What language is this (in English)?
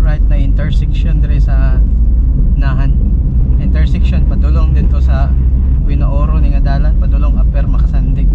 Cebuano